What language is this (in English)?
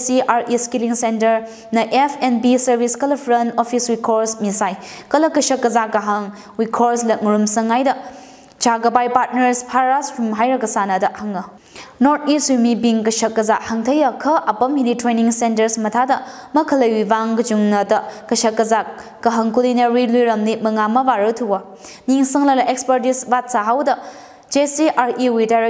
Tangkhul Naga (India)